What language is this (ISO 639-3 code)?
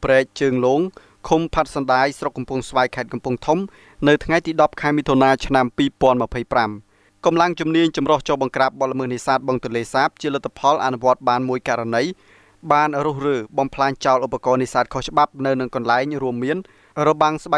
khm